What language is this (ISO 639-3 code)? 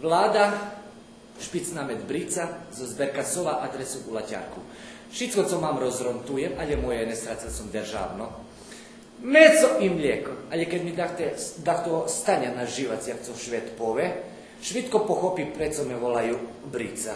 rue